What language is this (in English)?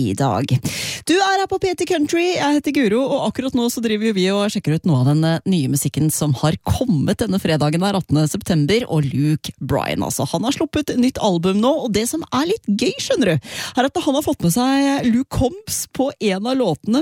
Norwegian